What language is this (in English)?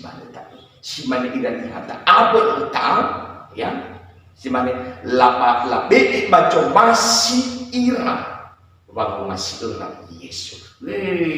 Nias